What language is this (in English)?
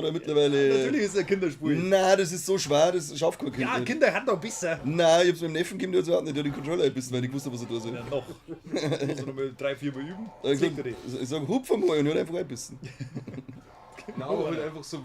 Bavarian